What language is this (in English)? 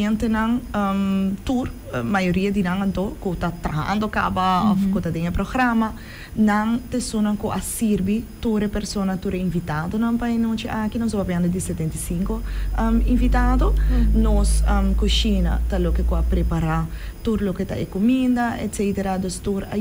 Papiamento